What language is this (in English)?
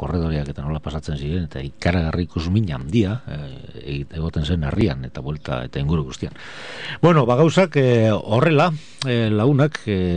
Basque